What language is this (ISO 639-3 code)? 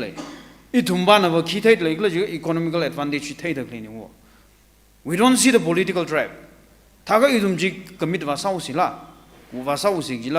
nmf